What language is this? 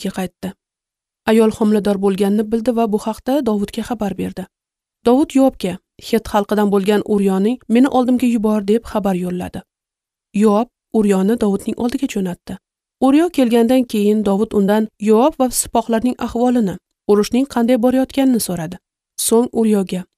Uzbek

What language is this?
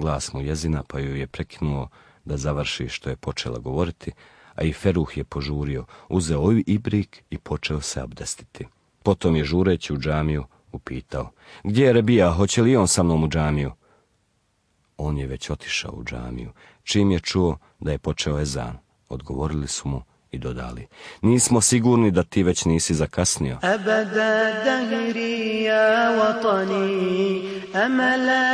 Bosnian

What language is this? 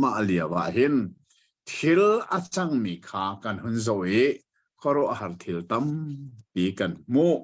Hakha Chin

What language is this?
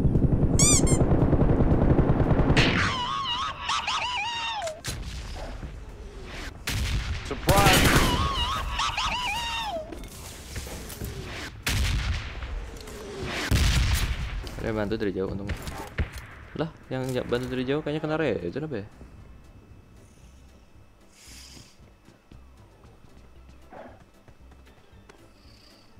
Indonesian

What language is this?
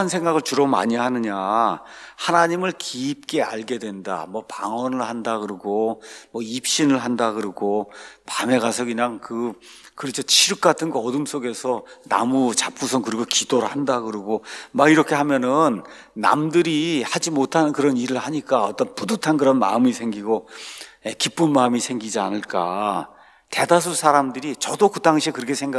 Korean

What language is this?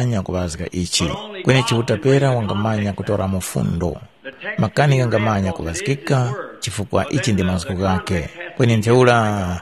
Tumbuka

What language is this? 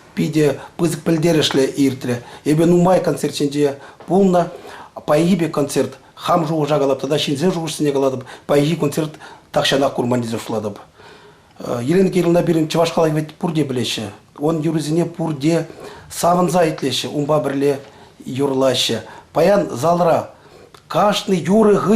Chuvash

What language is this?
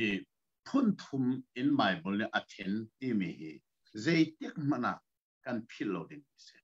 Hakha Chin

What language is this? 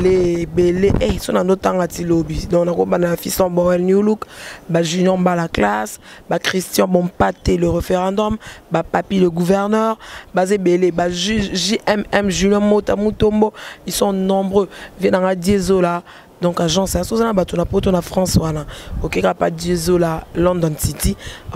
Lingala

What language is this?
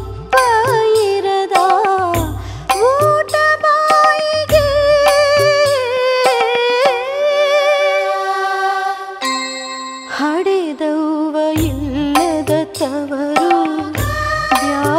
Kannada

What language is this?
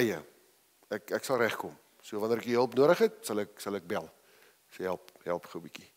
Afrikaans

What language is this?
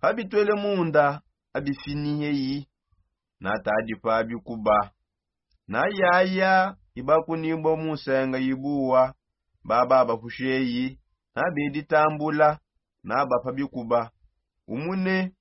Songe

